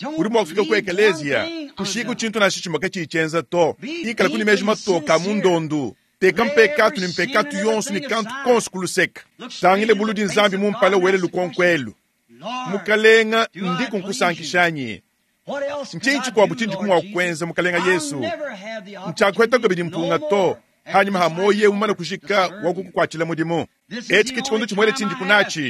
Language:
Luba-Lulua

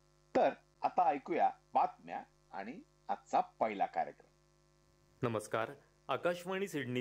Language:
Marathi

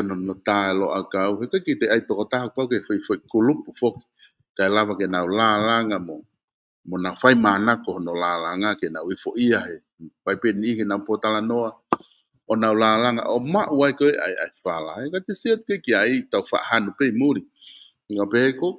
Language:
Tongan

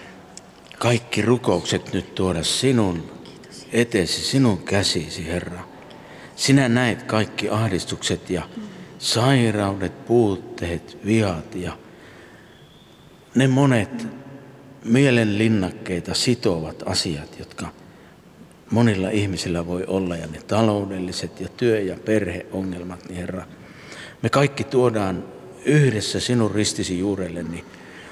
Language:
Finnish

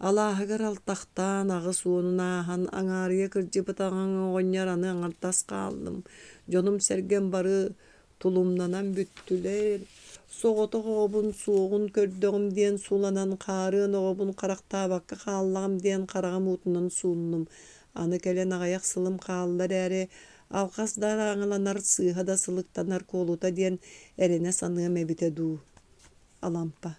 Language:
Yakut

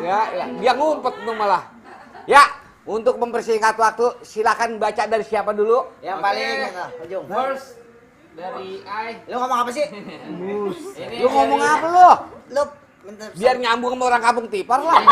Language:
Betawi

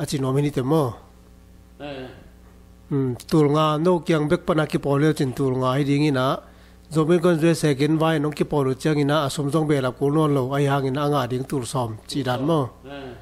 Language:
Tedim Chin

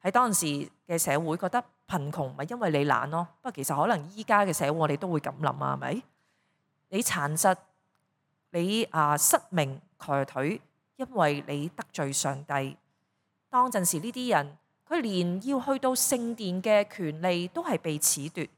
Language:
Cantonese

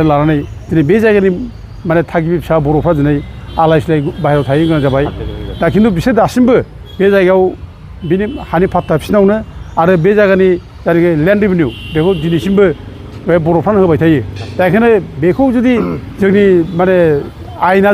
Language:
Bodo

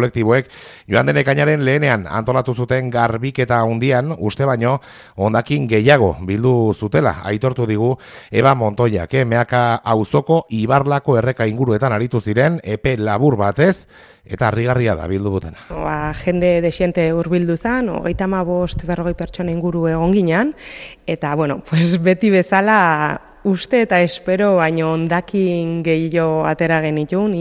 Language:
Basque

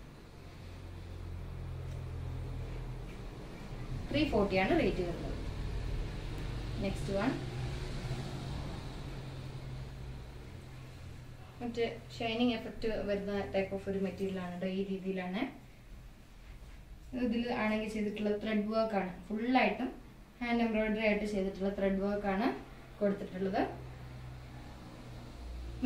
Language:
Malayalam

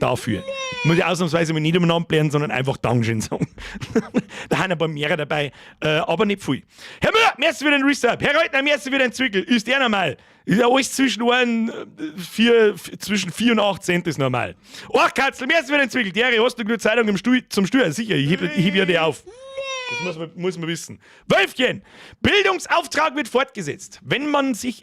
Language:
Bavarian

